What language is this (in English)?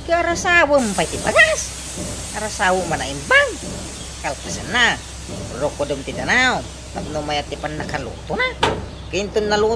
Iloko